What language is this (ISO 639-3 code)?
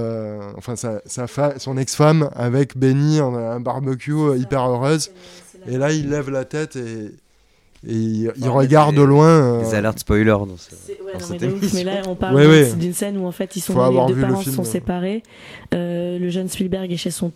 fra